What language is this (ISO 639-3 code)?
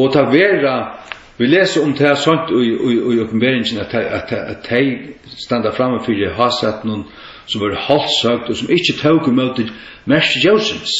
fao